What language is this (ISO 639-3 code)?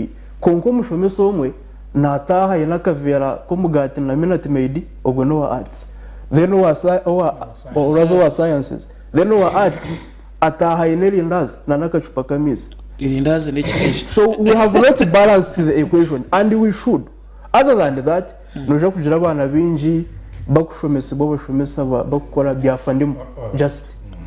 nyn